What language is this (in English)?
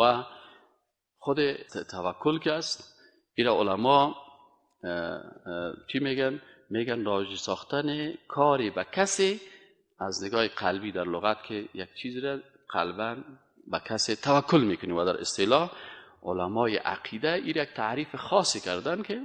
Persian